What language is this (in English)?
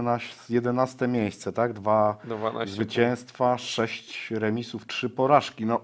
Polish